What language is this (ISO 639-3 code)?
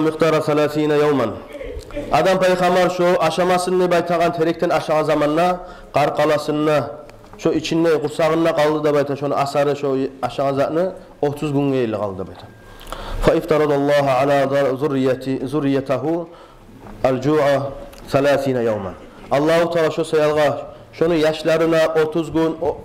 kum